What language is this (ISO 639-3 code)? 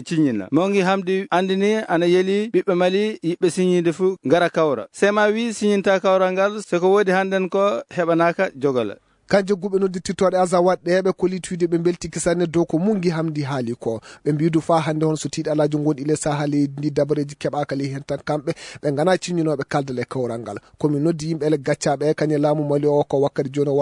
ful